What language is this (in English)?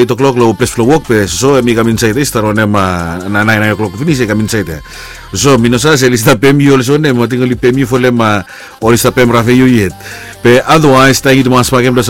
Bislama